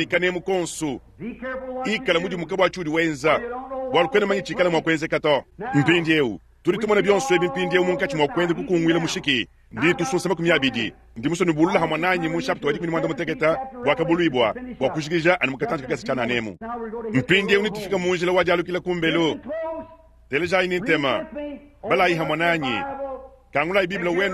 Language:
Luba-Lulua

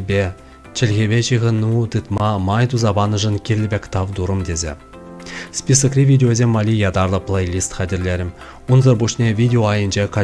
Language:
Chuvash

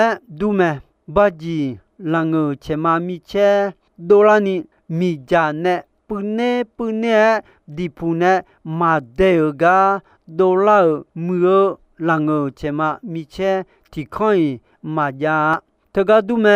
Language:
Akha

